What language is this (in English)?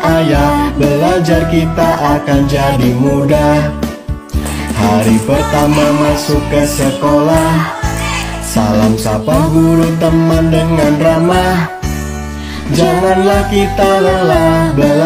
Indonesian